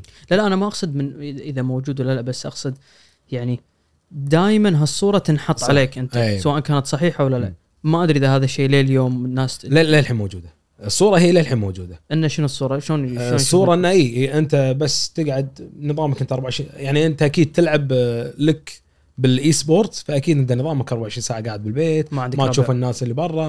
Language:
Gulf Arabic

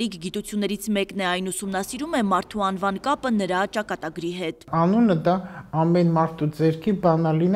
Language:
Armenian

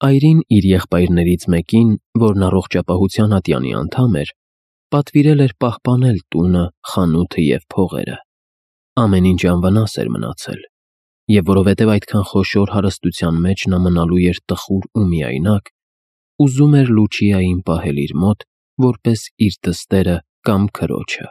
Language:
Armenian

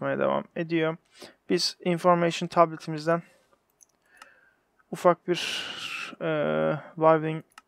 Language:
Turkish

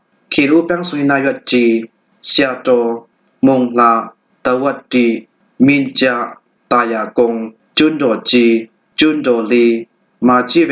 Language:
Falam Chin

